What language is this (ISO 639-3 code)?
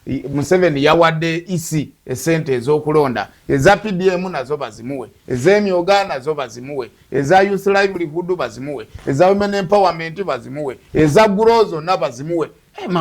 lug